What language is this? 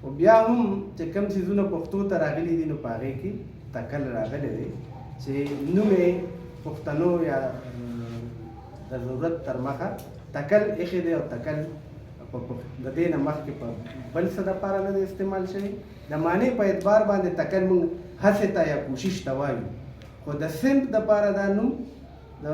Pashto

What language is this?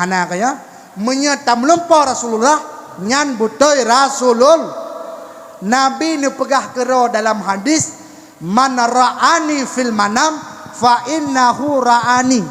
Achinese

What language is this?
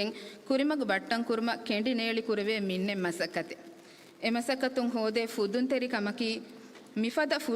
Divehi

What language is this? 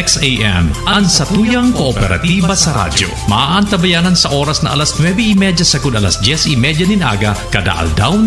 Bikol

